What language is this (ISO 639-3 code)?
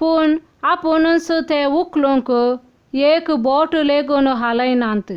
kok